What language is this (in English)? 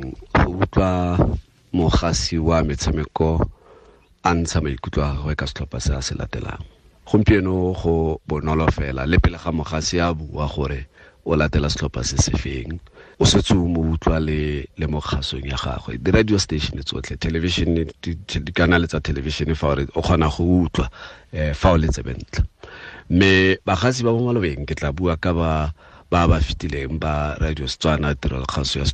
Tswana